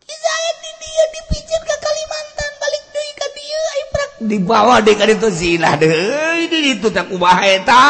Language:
Sundanese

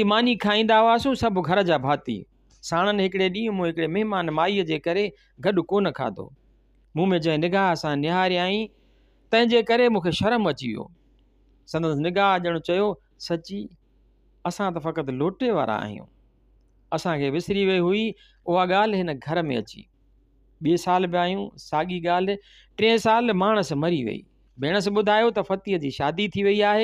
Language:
Sindhi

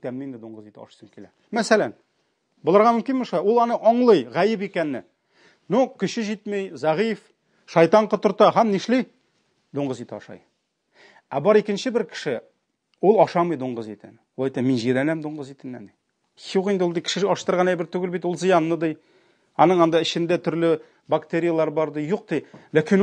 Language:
Tatar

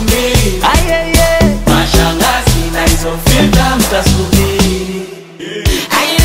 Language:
Swahili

